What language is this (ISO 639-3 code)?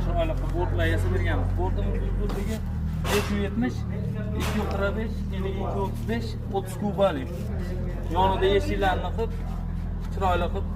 uzb